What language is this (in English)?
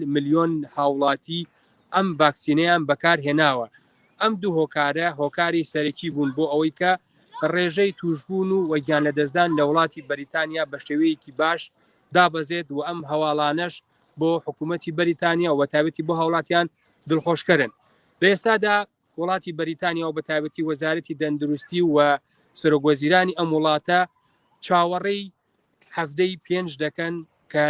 Central Kurdish